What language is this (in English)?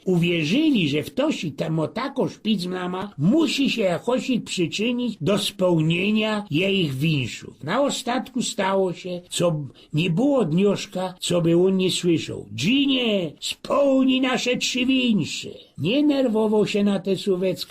Silesian